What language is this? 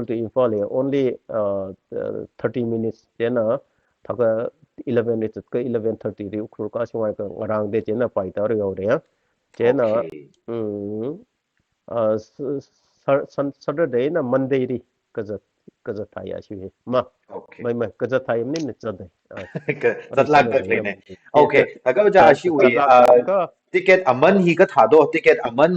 Tangkhul Naga (India)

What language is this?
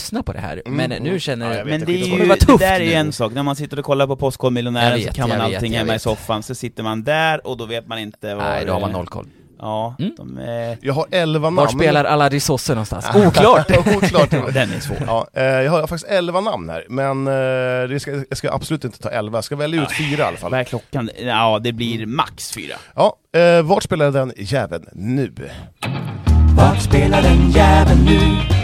Swedish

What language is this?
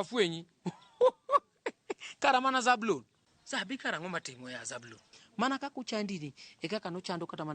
Luo (Kenya and Tanzania)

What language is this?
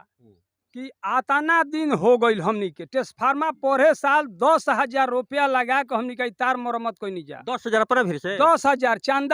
Bhojpuri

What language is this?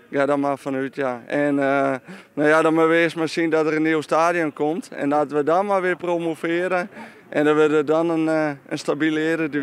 Western Frisian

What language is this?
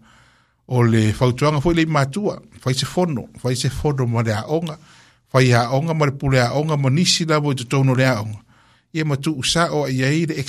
Samoan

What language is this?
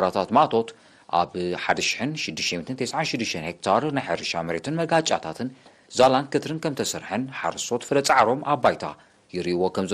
Tigrinya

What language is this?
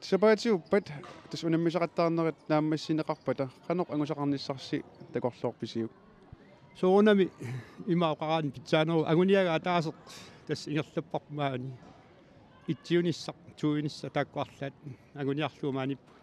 Kalaallisut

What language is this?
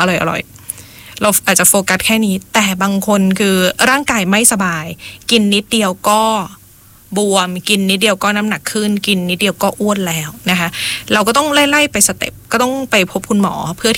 Thai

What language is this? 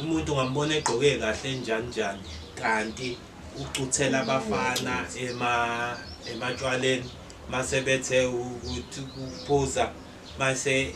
Zulu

